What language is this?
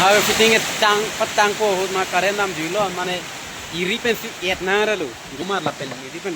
Karbi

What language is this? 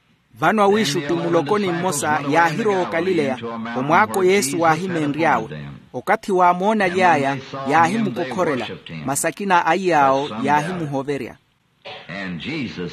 Makhuwa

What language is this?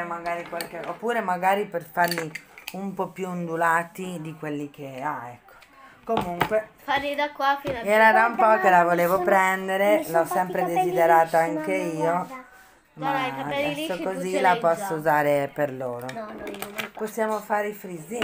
Italian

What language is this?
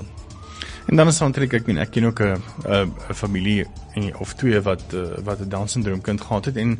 Afrikaans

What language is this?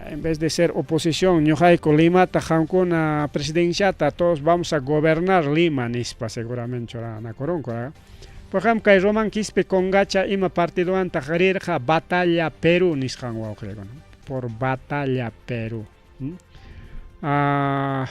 Ayacucho Quechua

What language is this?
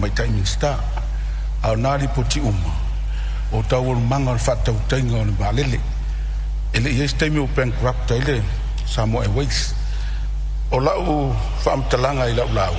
Samoan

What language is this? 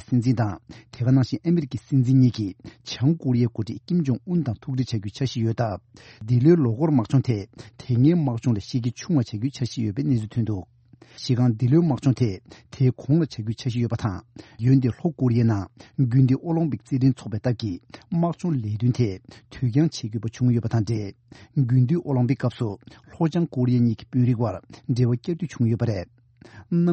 Tibetan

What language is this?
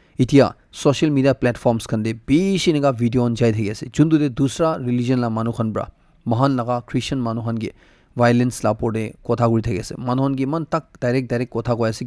Naga Pidgin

